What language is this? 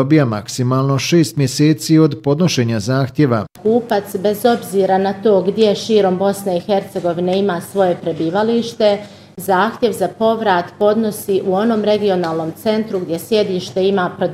Bosnian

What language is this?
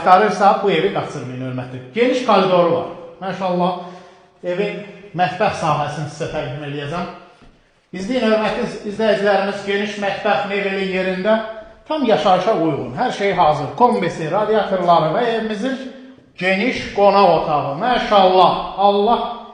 Azerbaijani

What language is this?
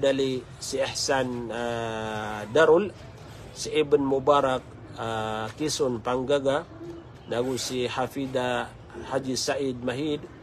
Maranao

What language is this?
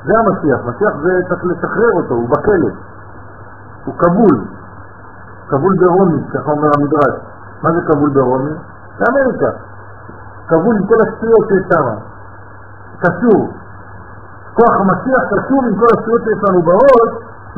Hebrew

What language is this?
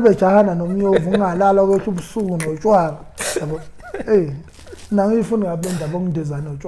Zulu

